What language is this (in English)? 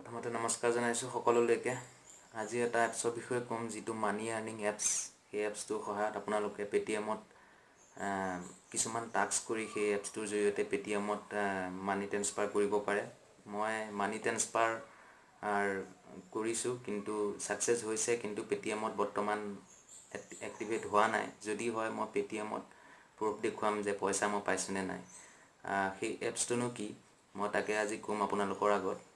Assamese